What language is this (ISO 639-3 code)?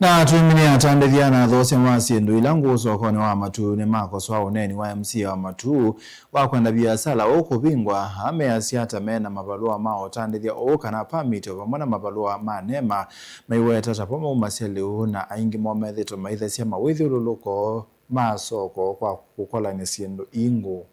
kam